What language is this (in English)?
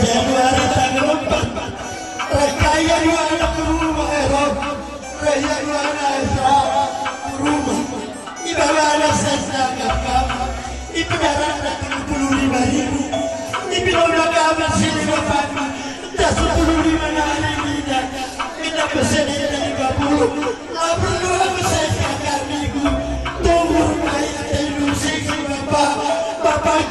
Batak Karo